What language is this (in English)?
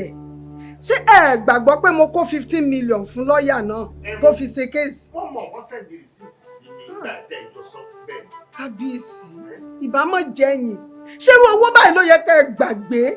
Yoruba